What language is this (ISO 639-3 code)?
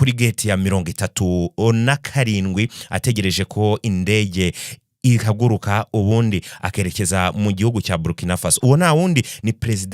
kin